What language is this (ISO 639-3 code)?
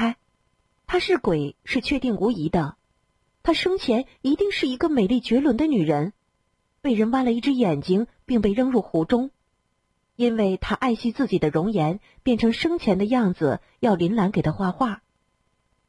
zho